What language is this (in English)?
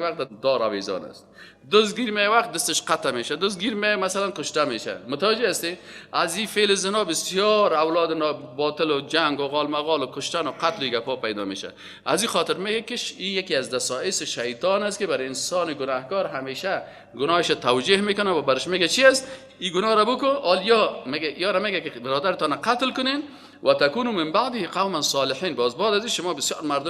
Persian